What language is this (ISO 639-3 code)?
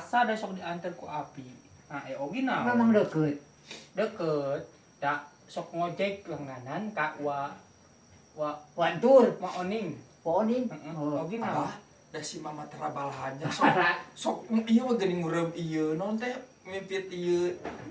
sun